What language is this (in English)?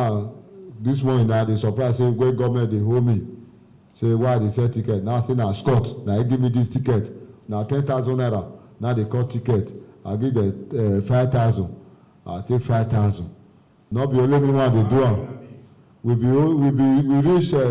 Nigerian Pidgin